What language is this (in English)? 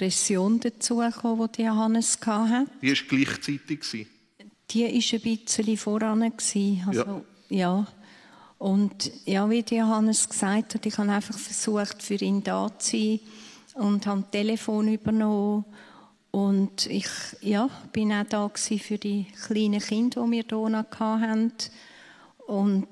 Swiss German